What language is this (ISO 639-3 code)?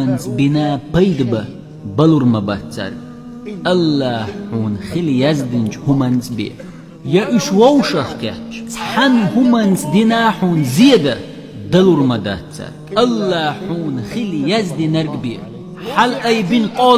che